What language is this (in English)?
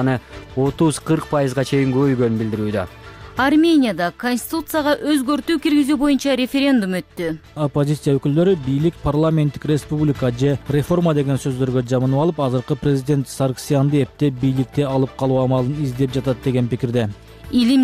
Kyrgyz